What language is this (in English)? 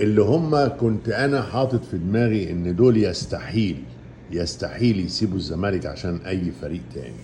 Egyptian Arabic